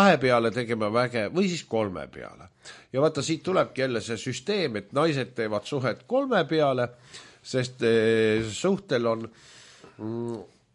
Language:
Estonian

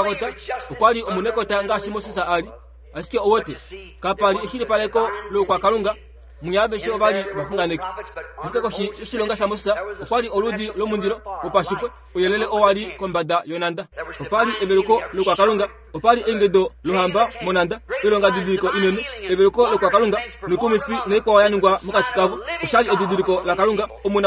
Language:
Kuanyama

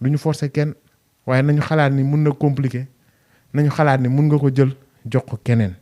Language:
Wolof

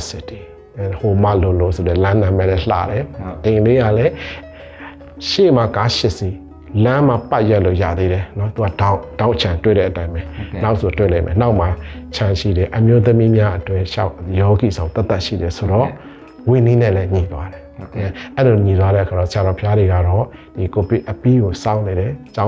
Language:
Burmese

